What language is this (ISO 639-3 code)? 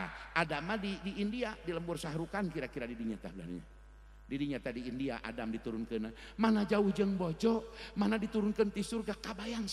sun